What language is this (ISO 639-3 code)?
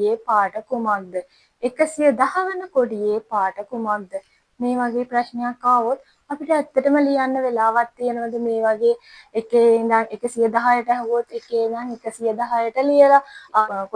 sin